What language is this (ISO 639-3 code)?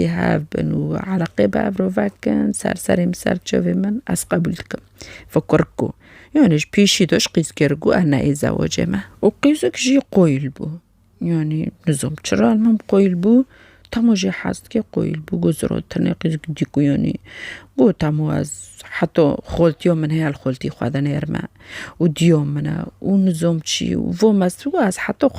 kur